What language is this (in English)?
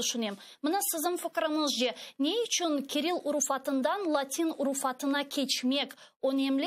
Crimean Tatar